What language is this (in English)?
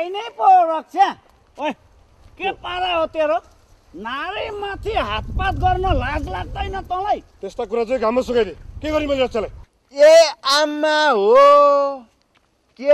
Nepali